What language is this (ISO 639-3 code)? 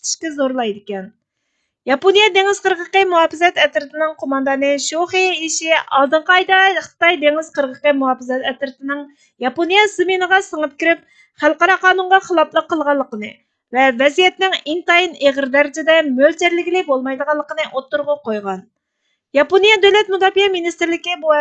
uig